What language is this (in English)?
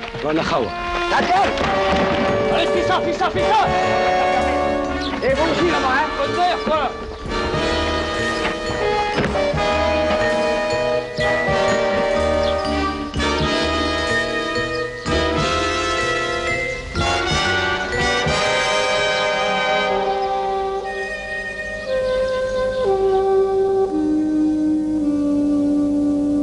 French